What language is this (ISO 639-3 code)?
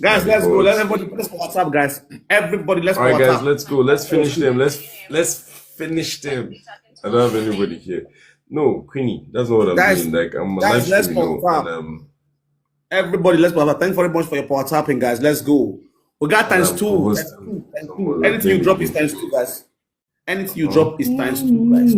pcm